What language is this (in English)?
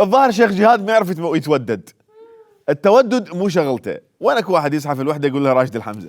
Mesopotamian Arabic